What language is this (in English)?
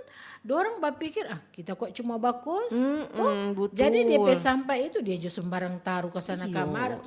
Manado Malay